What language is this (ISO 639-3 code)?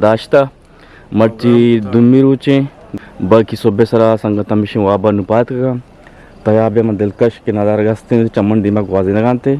bgp